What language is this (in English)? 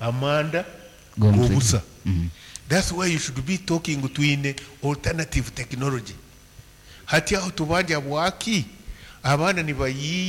Nyankole